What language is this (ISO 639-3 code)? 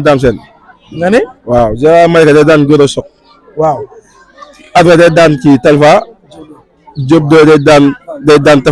wol